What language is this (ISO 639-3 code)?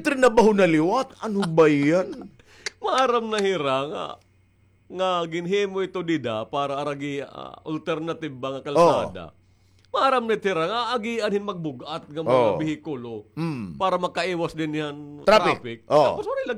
war